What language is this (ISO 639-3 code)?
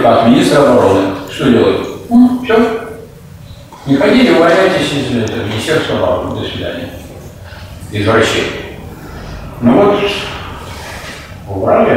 rus